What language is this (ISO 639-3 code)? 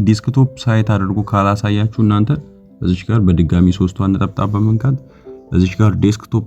amh